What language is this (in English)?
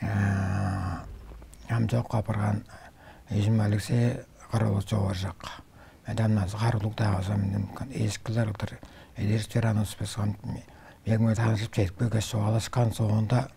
Tuvinian